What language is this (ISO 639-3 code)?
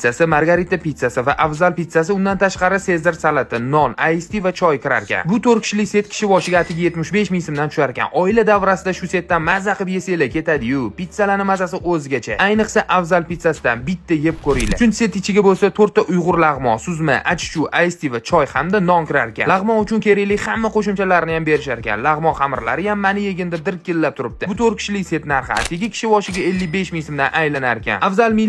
uzb